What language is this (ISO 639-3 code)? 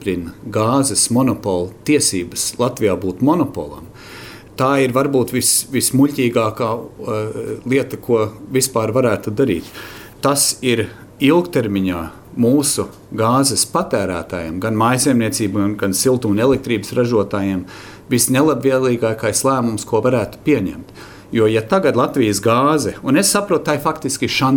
lav